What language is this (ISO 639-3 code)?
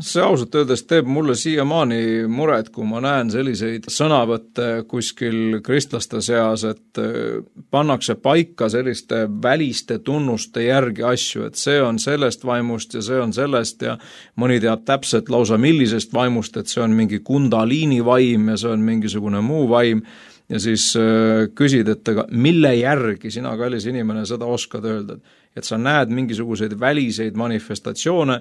est